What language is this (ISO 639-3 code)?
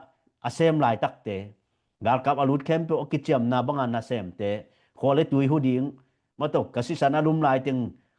ctd